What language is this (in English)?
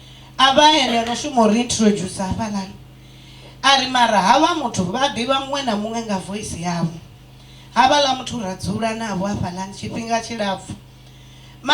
Venda